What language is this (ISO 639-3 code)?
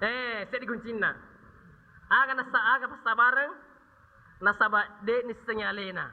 bug